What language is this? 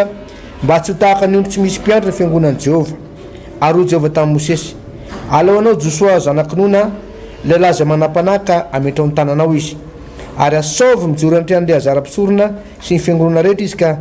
Malagasy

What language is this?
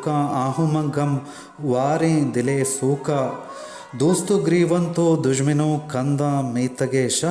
Baluchi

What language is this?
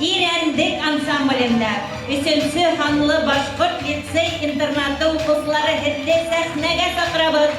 Bashkir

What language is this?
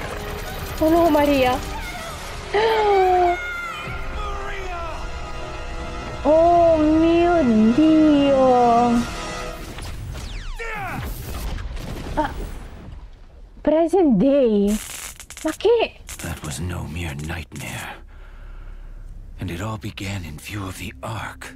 Italian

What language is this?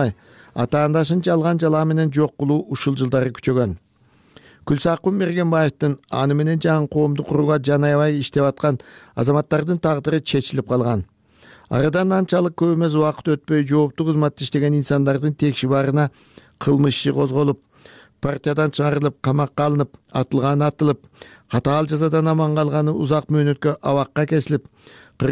Kyrgyz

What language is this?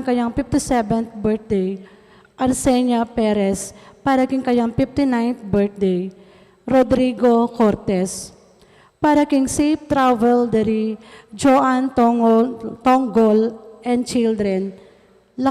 Pampanga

